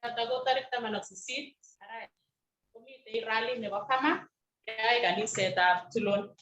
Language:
Kalenjin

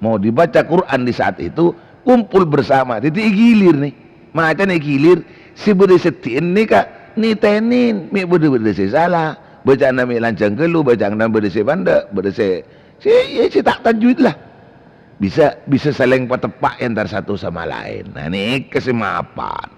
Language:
Madurese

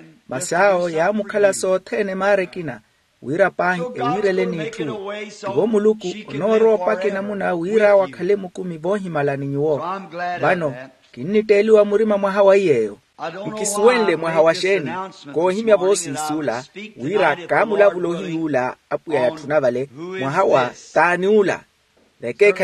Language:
Makhuwa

